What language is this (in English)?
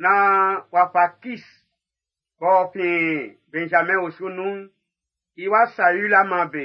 Baoulé